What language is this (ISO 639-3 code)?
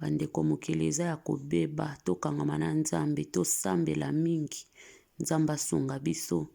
lin